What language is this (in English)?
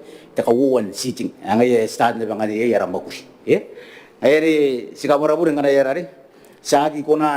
Gilbertese